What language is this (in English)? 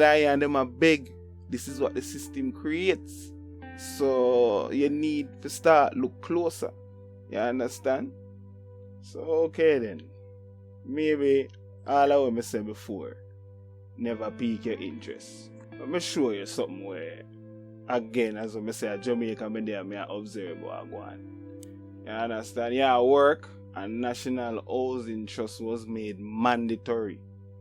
Jamaican Creole English